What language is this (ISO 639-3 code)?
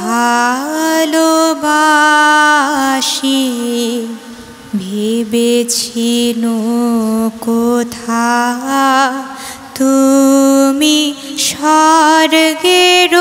ben